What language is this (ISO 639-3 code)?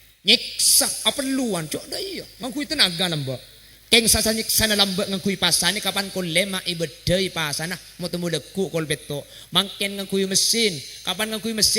mad